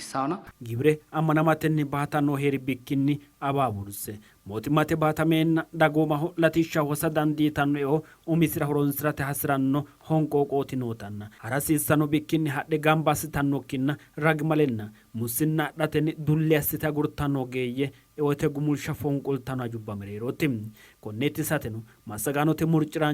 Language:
Sidamo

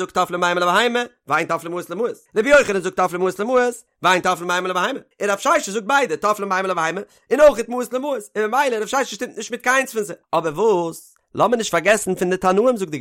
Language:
Yiddish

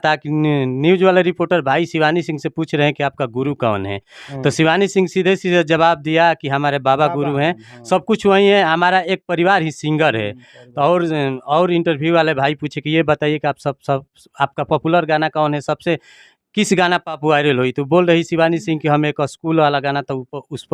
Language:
Bhojpuri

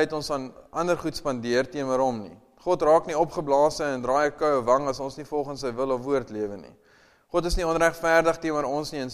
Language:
Afrikaans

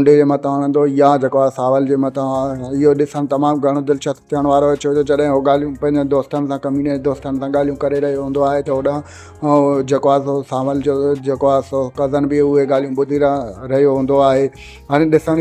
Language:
Sindhi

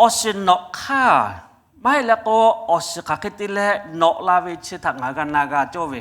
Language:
Lahu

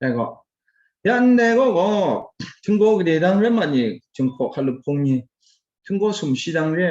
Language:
Kachin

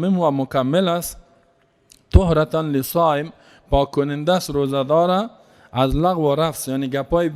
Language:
Persian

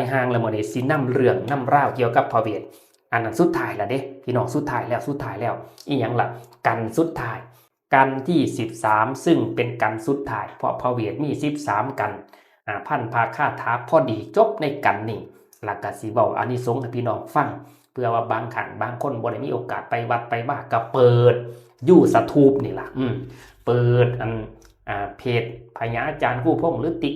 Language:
Northeastern Thai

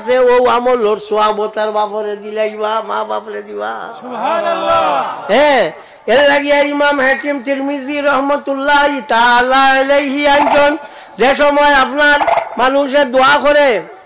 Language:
Sylheti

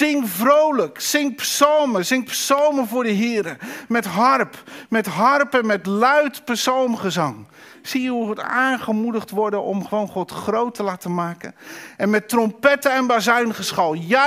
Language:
Dutch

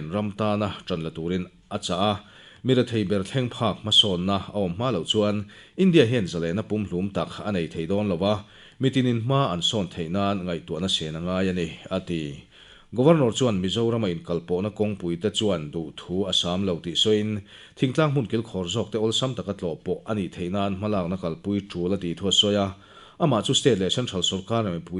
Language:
Mizo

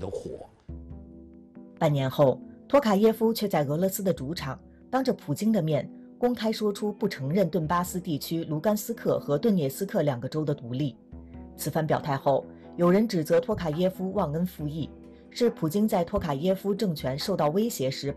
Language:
Chinese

